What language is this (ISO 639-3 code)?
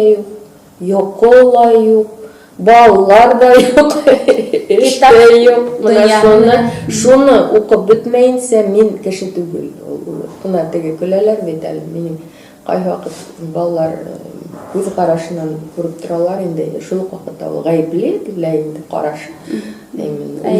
bak